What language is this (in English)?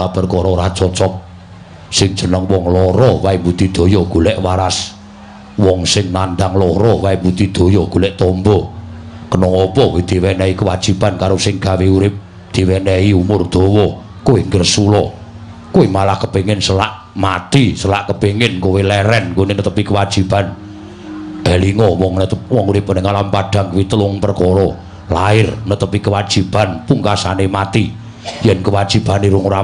Javanese